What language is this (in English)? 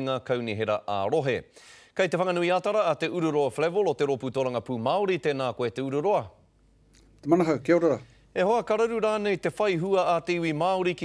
Māori